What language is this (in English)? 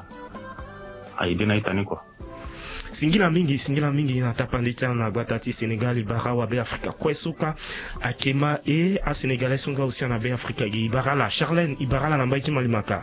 Sango